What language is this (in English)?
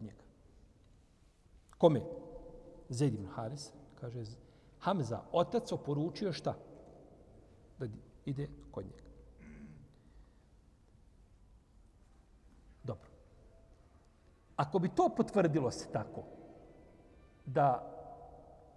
Bosnian